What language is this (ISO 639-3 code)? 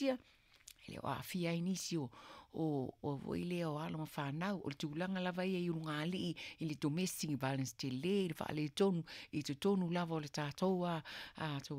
smo